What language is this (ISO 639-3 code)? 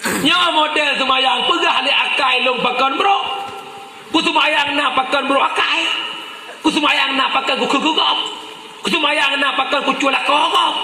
ace